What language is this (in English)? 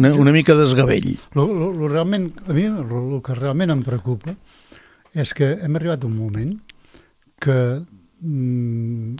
Catalan